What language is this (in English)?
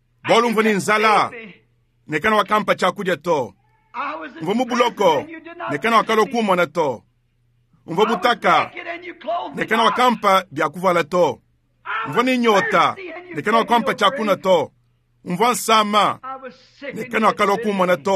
Luba-Lulua